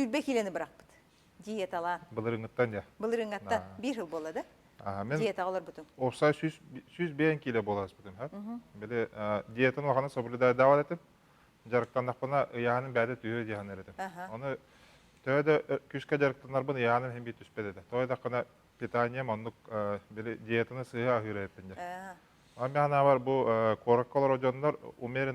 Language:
Yakut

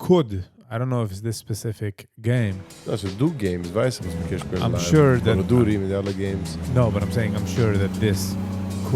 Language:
Yiddish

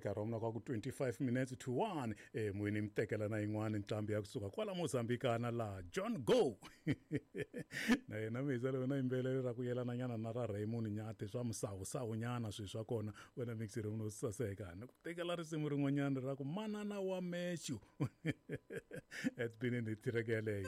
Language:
Tsonga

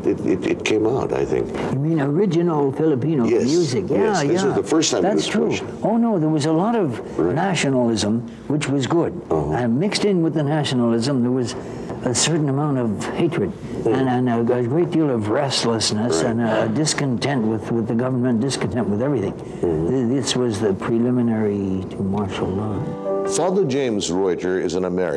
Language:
English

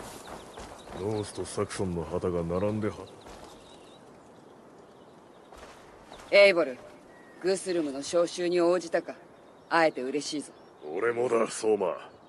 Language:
Japanese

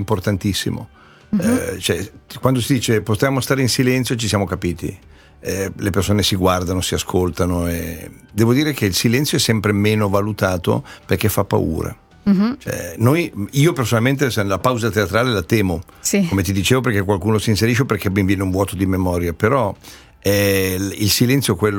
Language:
Italian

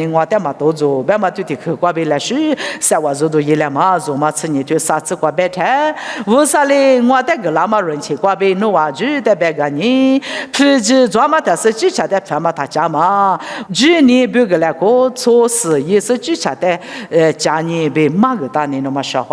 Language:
Lisu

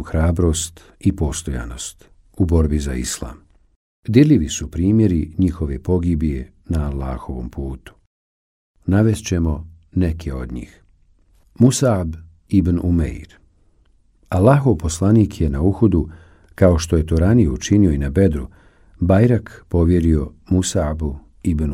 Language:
Bosnian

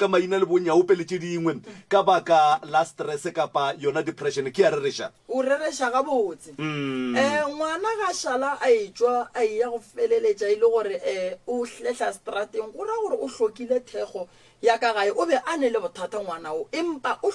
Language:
Northern Sotho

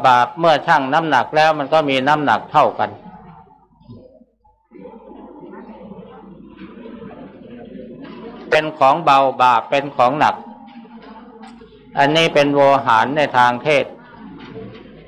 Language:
Thai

